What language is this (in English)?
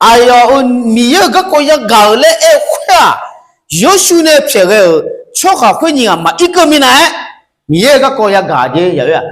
Akha